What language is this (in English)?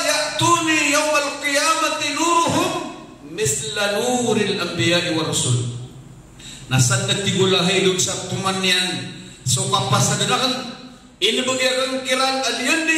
Maranao